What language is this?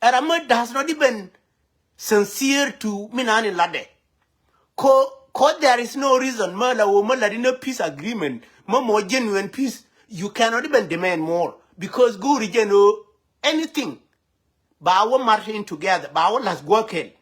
Nuer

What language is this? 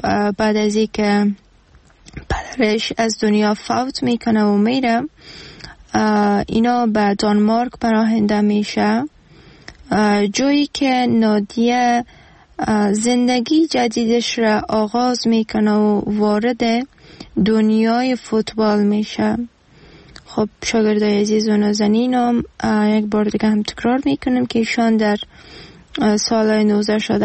Persian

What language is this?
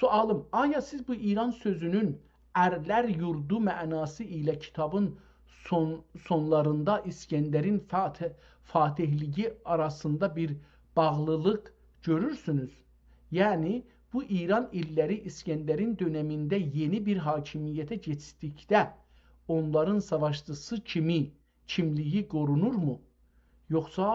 South Azerbaijani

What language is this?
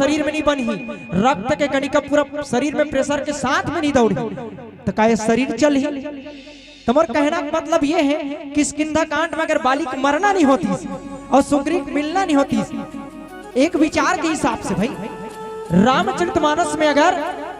Chhattisgarhi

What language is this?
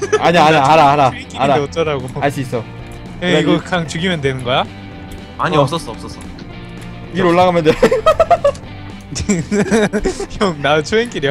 Korean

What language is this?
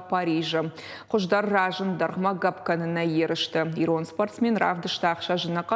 Ossetic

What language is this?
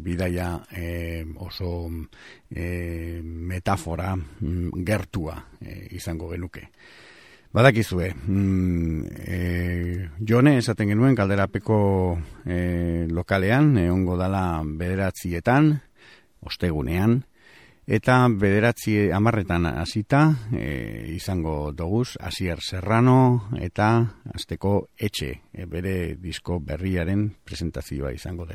Basque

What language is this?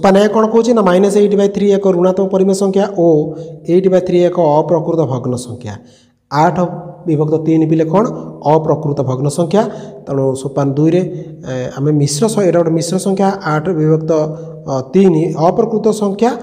Odia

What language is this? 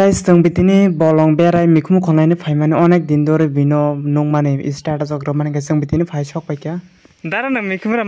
Kok Borok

